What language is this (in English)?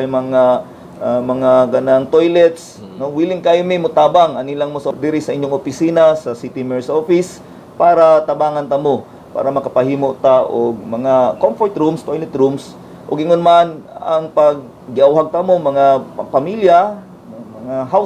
Cebuano